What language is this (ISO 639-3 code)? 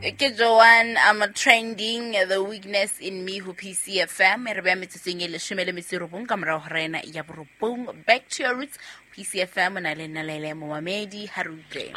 sot